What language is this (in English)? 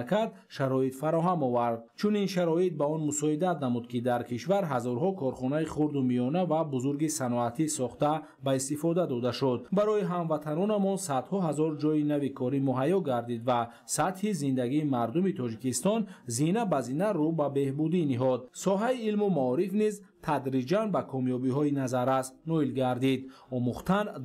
Tajik